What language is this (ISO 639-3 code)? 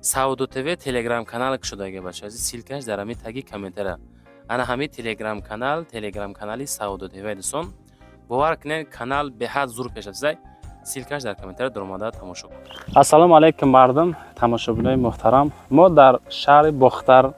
tgk